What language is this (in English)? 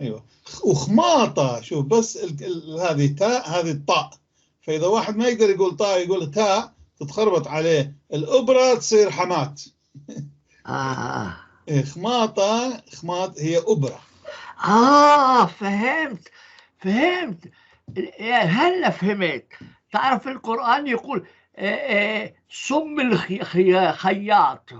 North Levantine Arabic